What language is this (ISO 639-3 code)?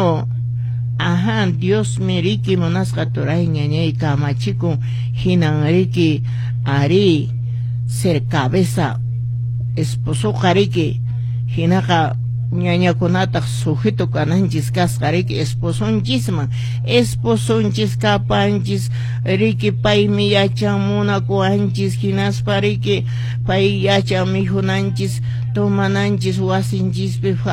que